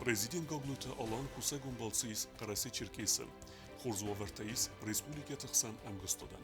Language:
Ossetic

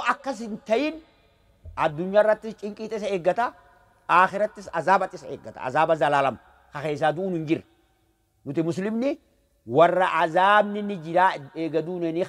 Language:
Oromo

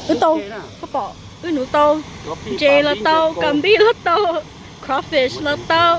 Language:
Hmong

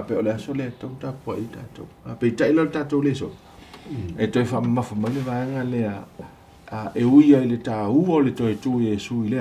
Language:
Samoan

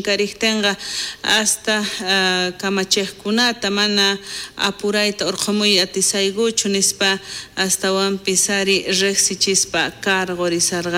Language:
South Bolivian Quechua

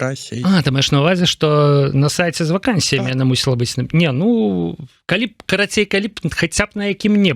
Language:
Belarusian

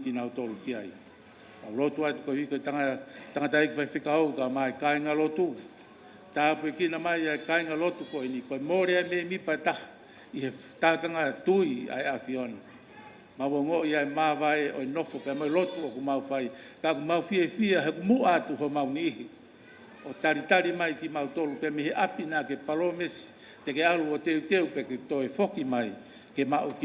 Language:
Tongan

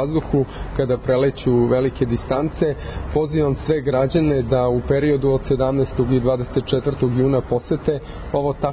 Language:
Serbian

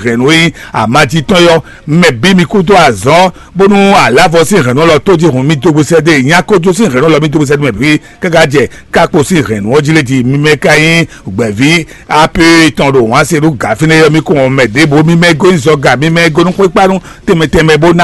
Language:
Fon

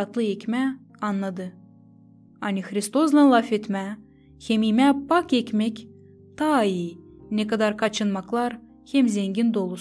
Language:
Gagauz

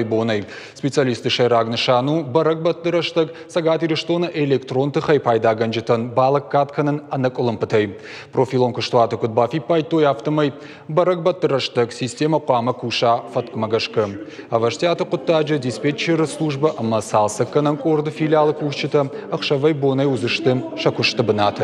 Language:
Ossetic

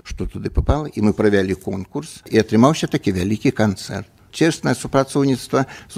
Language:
Belarusian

